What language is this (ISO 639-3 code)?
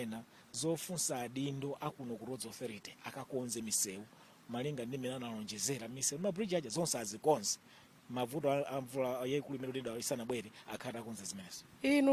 nya